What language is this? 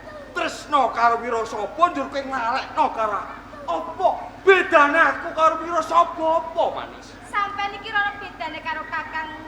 Javanese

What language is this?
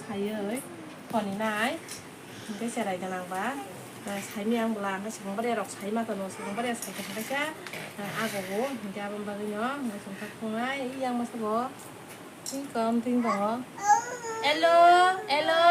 Kok Borok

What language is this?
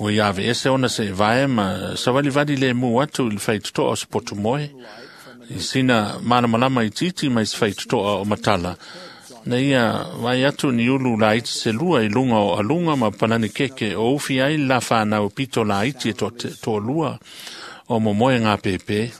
Samoan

